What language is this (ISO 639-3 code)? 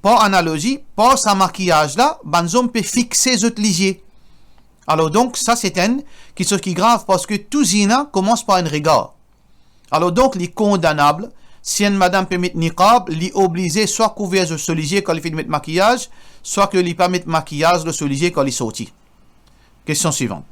mfe